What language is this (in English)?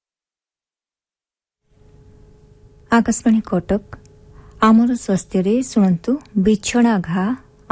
Odia